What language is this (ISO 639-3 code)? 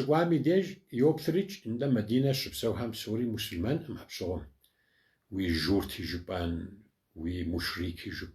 kbd